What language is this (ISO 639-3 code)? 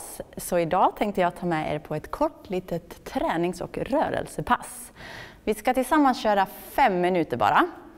swe